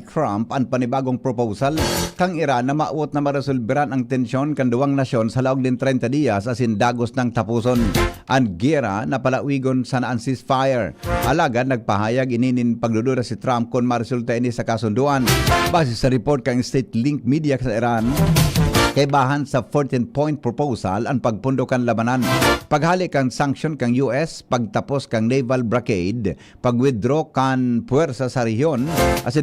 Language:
Bikol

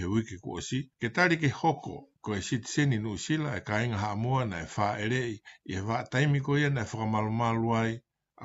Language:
Tongan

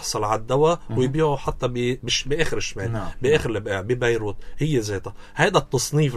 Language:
North Levantine Arabic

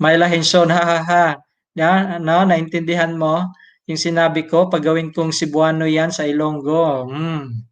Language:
Cebuano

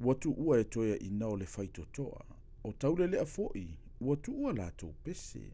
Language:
Samoan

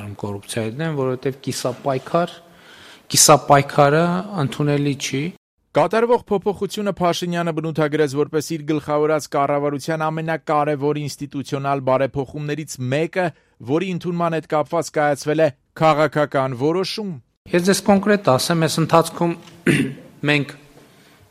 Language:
Armenian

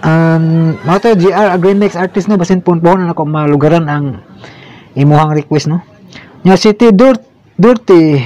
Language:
Cebuano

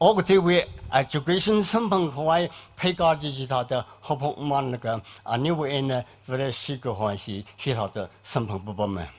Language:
Tangkhul Naga (India)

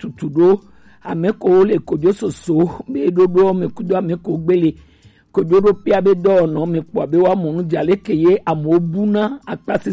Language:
Gen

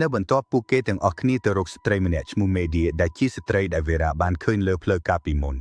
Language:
Khmer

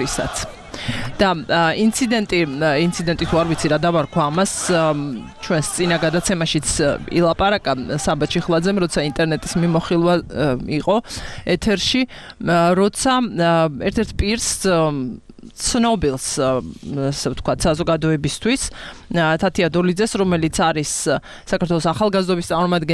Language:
Georgian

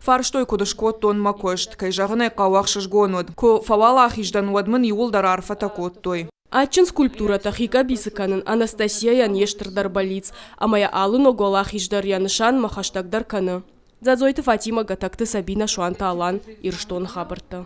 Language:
Ossetic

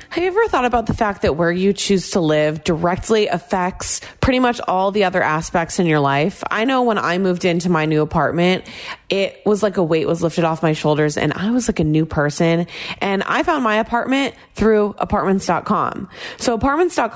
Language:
English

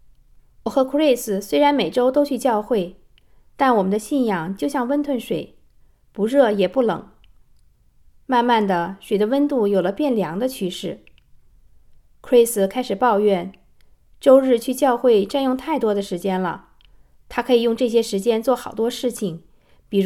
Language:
Chinese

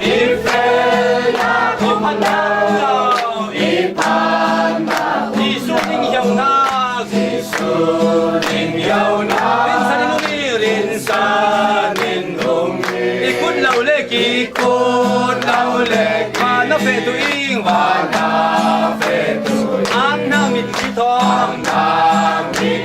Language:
Falam Chin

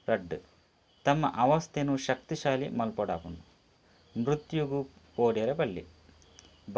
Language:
Tulu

